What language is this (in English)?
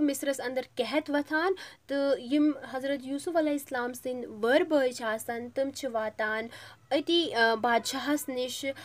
Kashmiri